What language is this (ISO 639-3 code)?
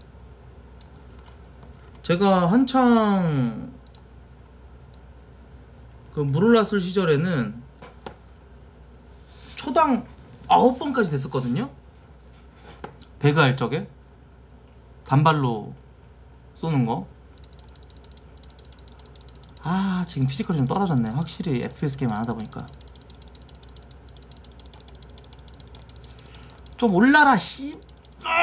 kor